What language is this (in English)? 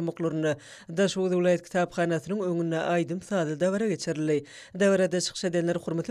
Turkmen